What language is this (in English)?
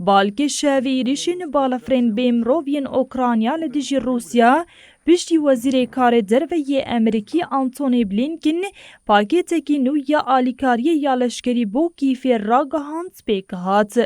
Kurdish